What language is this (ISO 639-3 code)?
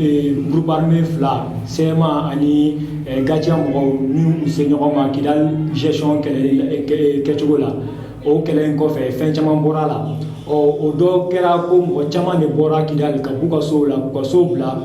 bam